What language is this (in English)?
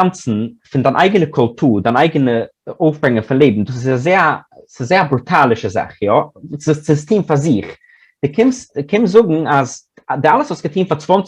Yiddish